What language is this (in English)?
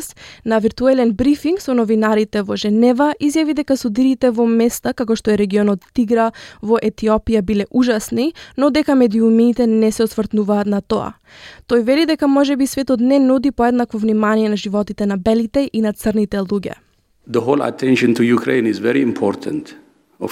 Macedonian